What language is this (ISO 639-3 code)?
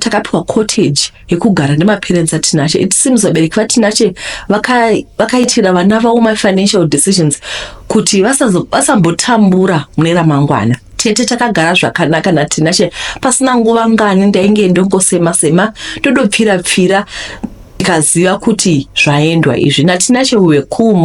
sna